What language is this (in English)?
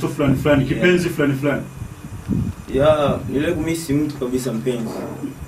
Swahili